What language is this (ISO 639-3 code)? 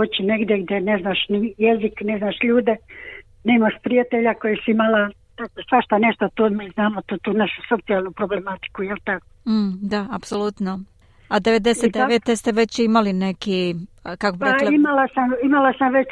srp